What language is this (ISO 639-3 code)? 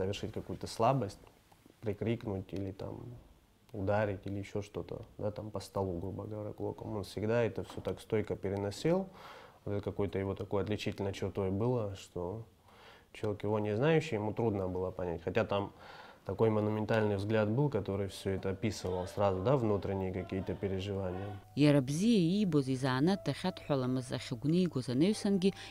abk